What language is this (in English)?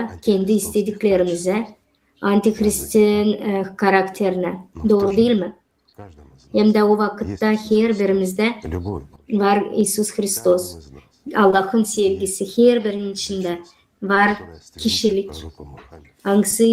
Gagauz